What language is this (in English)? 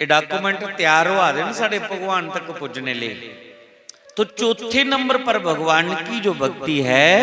Dogri